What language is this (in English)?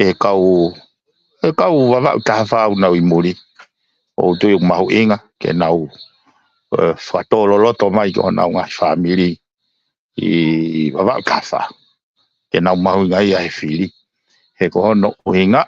Tongan